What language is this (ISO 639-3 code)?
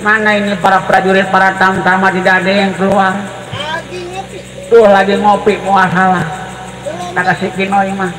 bew